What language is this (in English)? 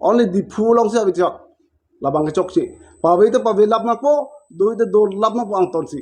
Karbi